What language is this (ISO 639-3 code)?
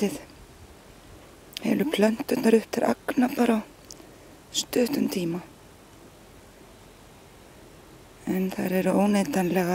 isl